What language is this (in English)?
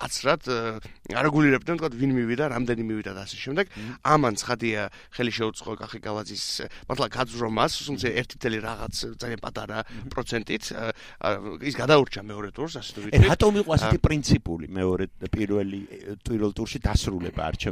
Georgian